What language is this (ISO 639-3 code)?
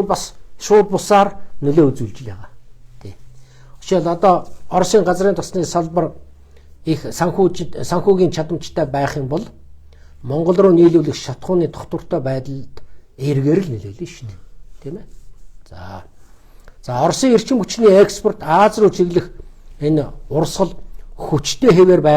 mon